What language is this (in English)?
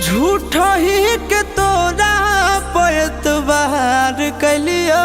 Magahi